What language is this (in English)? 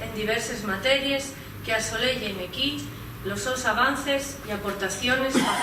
Asturian